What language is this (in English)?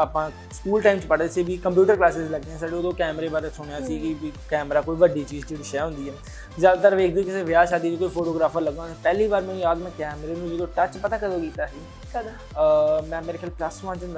Punjabi